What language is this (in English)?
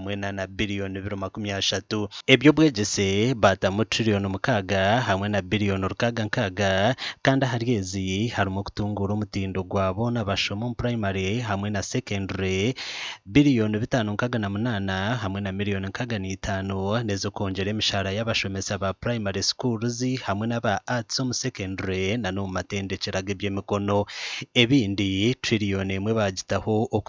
Nyankole